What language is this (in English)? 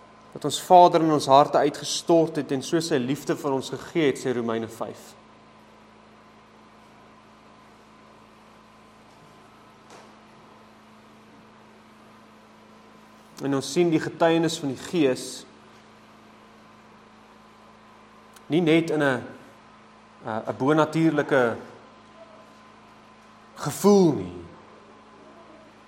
Afrikaans